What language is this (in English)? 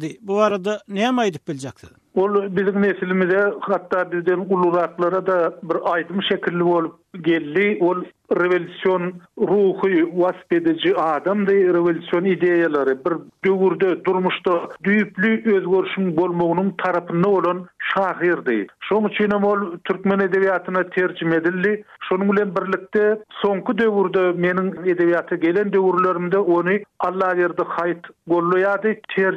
Turkmen